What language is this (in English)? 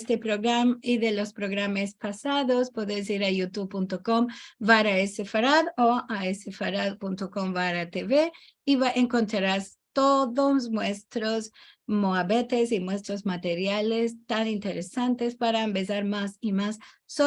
Ladino